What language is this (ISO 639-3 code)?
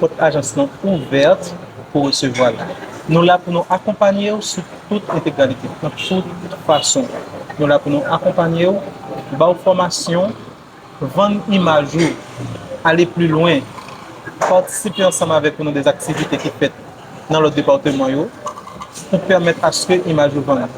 hat